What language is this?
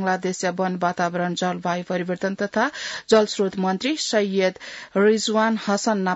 Newari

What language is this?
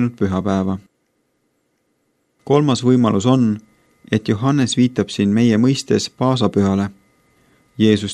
Estonian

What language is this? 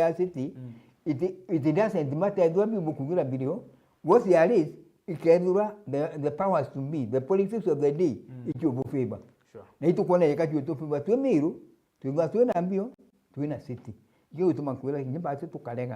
Meru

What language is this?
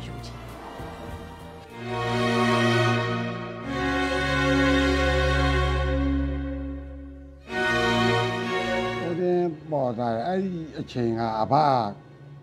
Burmese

